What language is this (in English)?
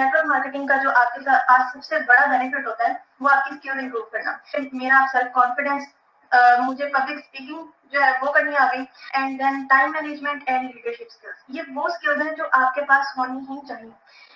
Hindi